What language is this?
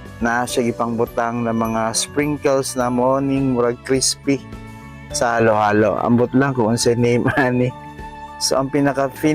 Cebuano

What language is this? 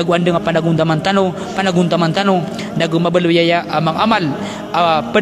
Maranao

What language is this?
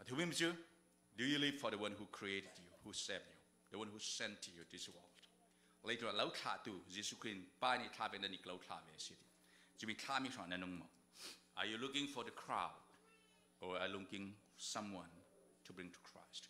Falam Chin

